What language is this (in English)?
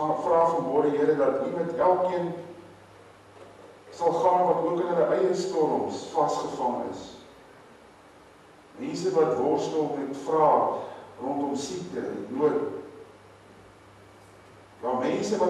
Afrikaans